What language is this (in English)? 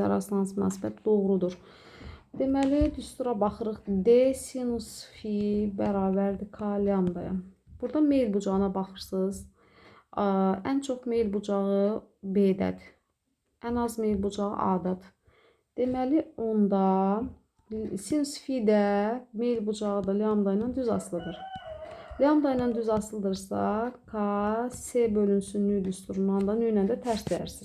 Azerbaijani